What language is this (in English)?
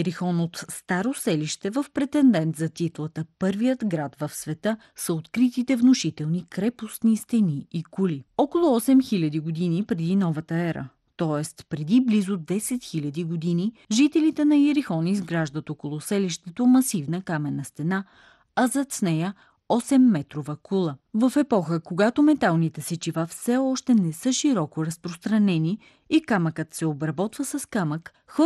Bulgarian